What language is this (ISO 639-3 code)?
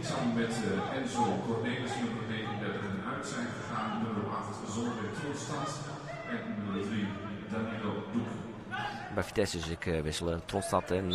fry